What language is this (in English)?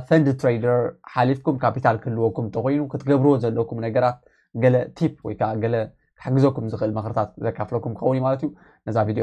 Tigrinya